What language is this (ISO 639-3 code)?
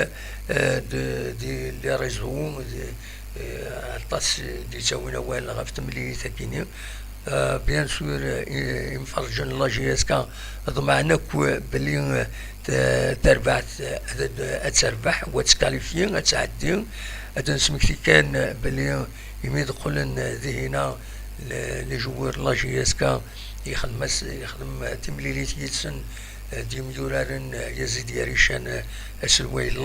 kab